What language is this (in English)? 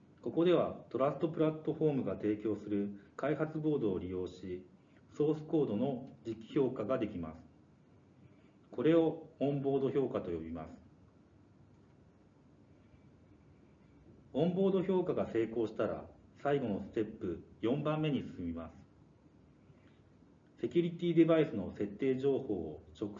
Japanese